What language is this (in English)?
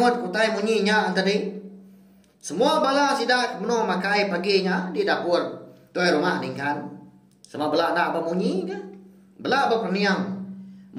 Iban